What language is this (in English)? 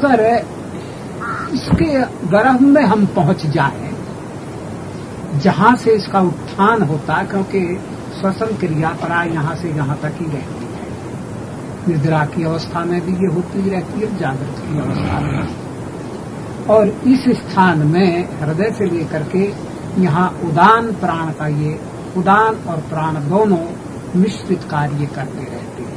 Hindi